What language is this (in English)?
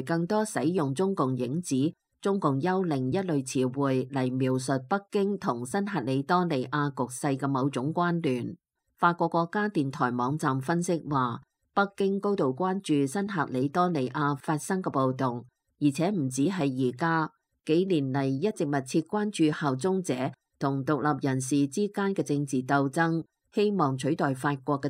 Cantonese